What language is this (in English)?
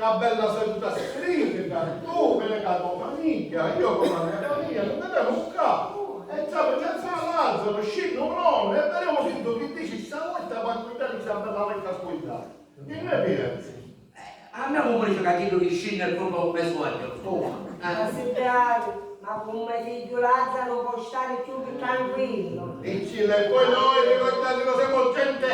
Sicilian